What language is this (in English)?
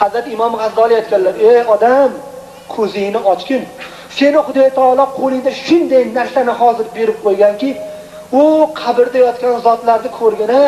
Uzbek